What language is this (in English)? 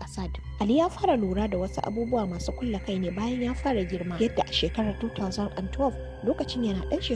Hausa